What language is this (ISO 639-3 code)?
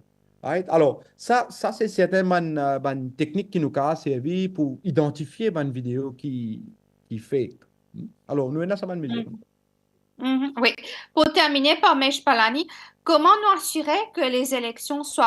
mfe